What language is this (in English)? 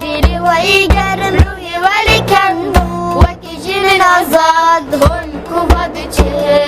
Kurdish